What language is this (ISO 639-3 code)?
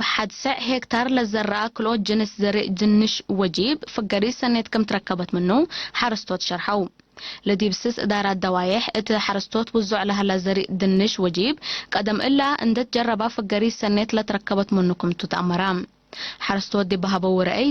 tig